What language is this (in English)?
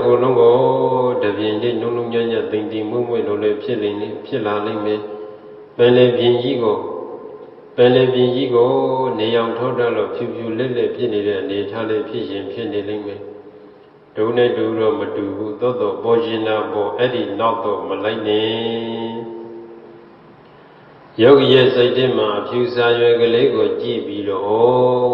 Burmese